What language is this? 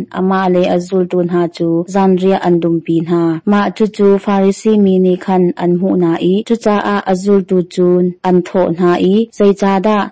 Hakha Chin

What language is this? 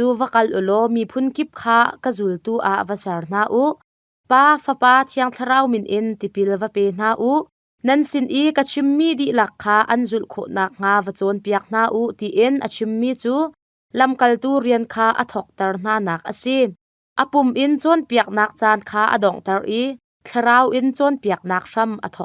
Hakha Chin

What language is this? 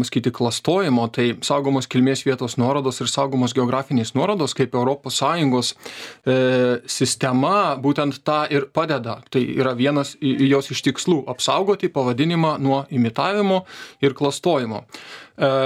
Lithuanian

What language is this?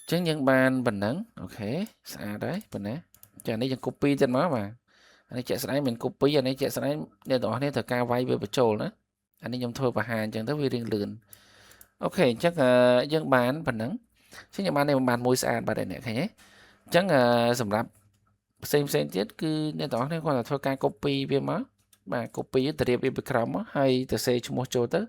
Khmer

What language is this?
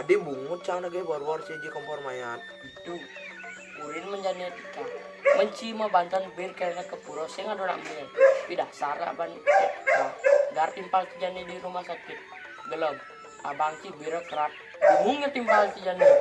Balinese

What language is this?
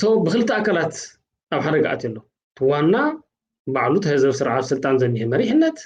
Tigrinya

